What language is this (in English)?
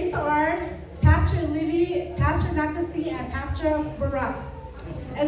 Lahu